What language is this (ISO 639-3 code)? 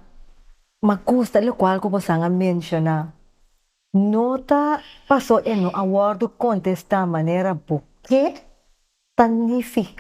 pap